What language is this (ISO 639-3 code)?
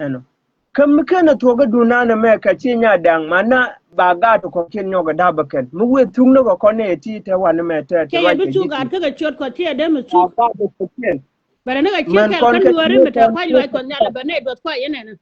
nus